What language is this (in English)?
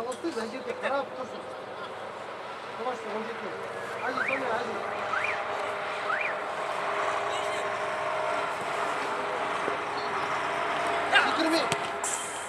Kazakh